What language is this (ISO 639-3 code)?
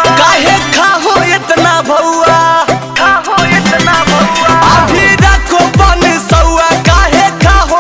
mag